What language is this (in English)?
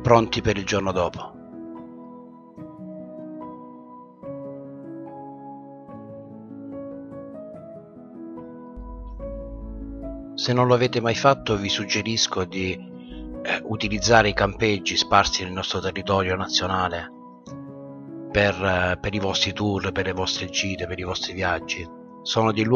Italian